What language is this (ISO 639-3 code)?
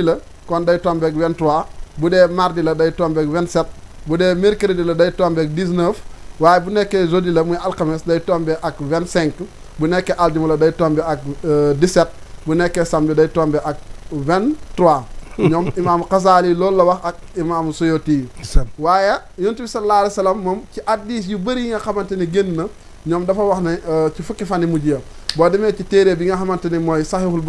wol